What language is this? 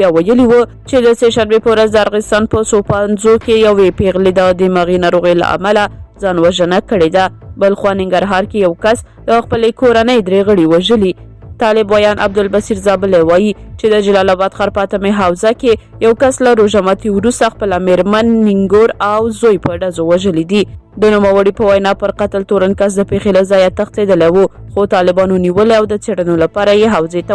Pashto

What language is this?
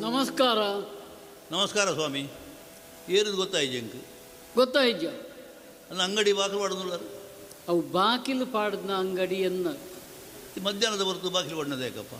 Tulu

